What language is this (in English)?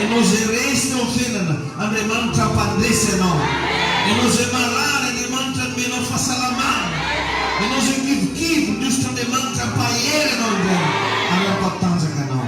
Malagasy